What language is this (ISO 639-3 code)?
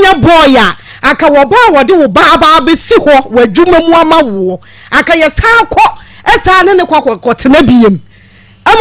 aka